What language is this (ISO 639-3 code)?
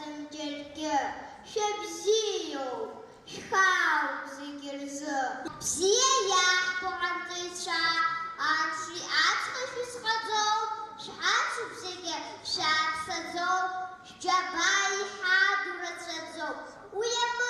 abk